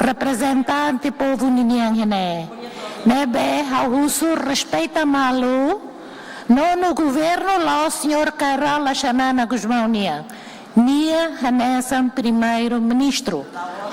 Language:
Tetum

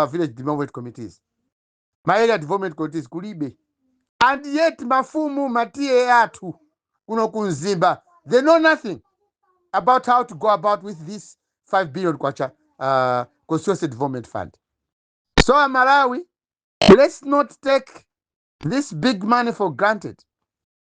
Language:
Nyanja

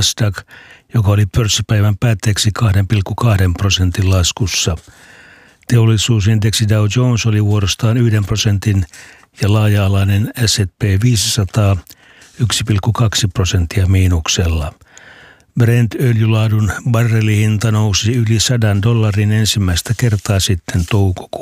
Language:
Finnish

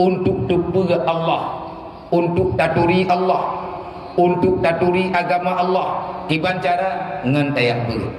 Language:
Achinese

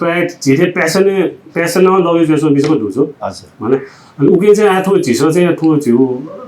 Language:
Newari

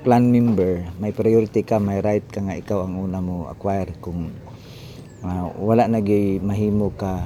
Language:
Cebuano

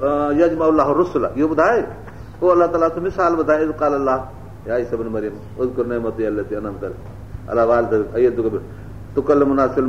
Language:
Sindhi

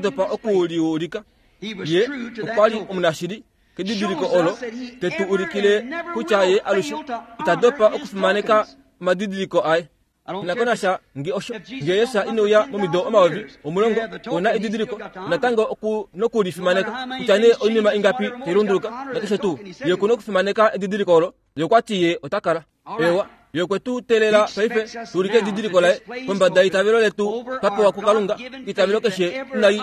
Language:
Kuanyama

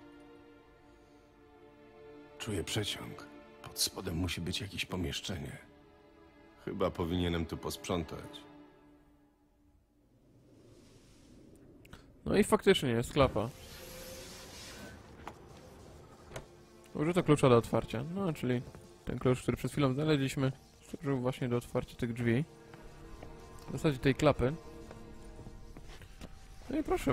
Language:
Polish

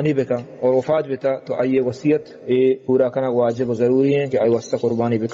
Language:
Baluchi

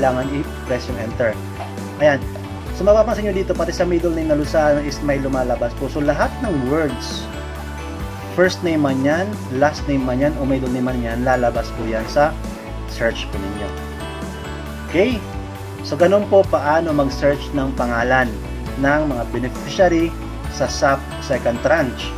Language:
Filipino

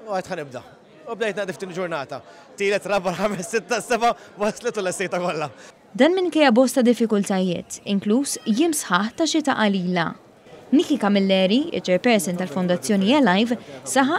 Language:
Maltese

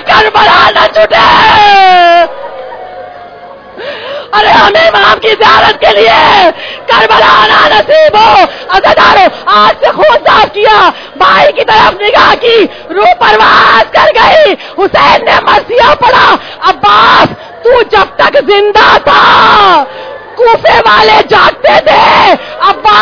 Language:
Urdu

